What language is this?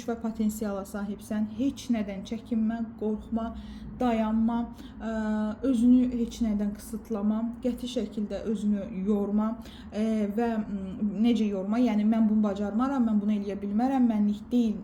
Azerbaijani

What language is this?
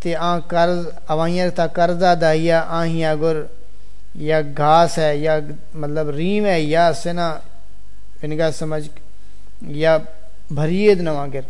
Saraiki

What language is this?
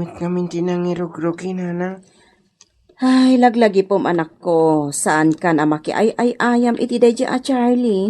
Iloko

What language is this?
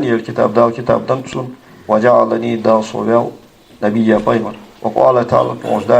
Ingush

